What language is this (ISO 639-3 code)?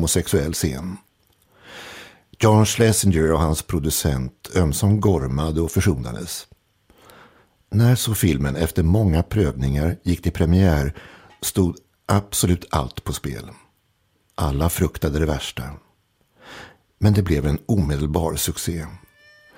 swe